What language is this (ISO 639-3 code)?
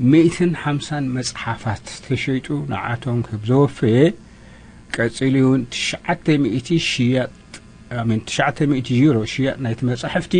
tir